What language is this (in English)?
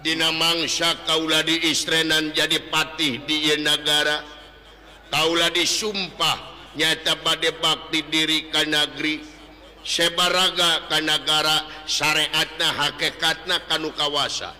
Sundanese